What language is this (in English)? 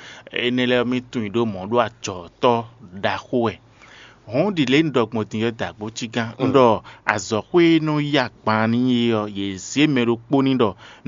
Fon